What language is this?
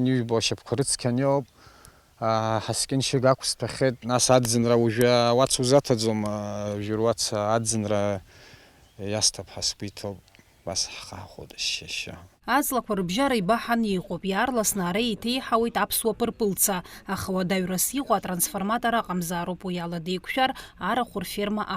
Abkhazian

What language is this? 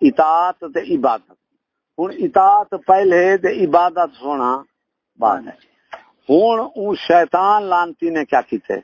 Saraiki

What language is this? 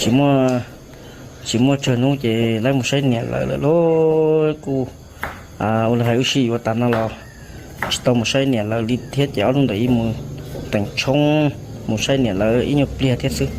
Hmong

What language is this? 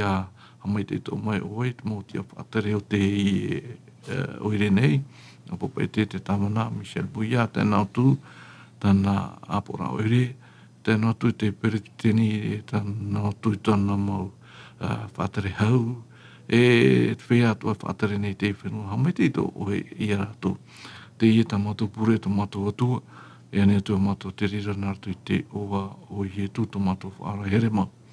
Tahitian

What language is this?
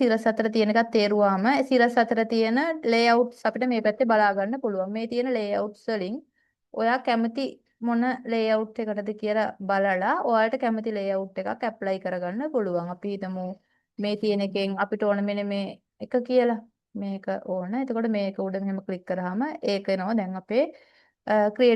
Sinhala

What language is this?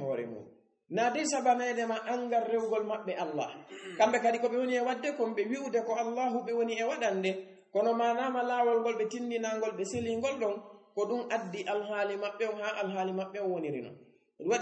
Fula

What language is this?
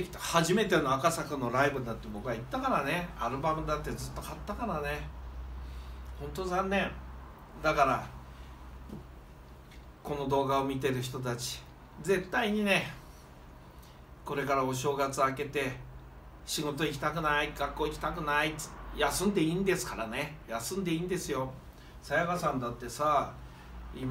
Japanese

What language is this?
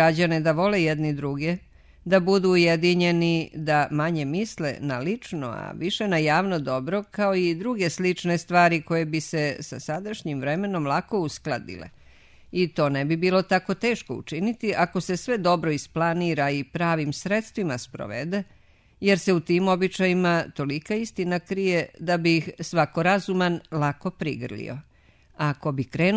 Serbian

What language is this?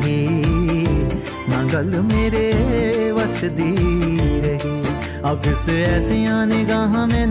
Punjabi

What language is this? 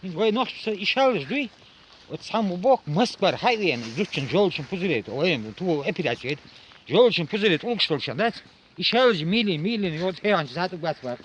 Chechen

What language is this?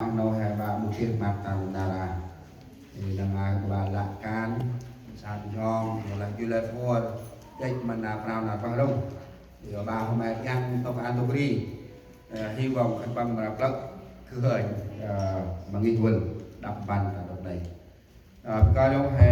Central Mnong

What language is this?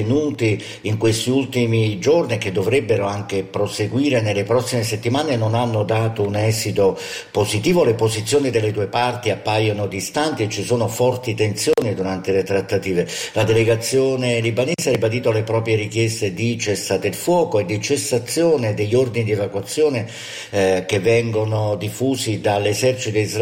Italian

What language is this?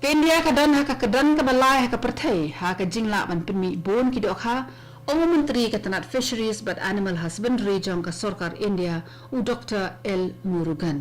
Khasi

